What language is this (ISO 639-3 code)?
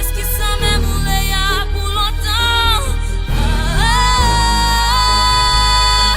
mfe